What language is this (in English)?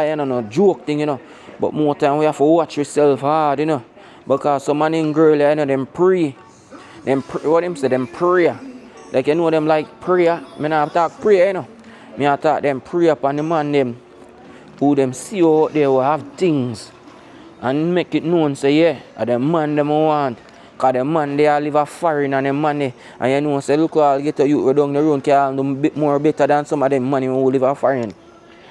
Jamaican Creole English